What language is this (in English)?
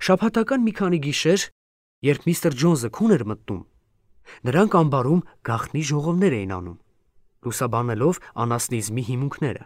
Armenian